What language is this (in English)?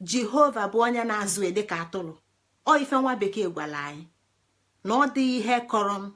Igbo